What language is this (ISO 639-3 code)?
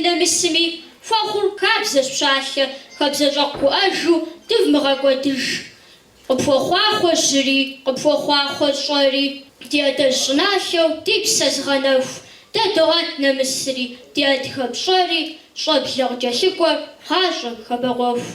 kbd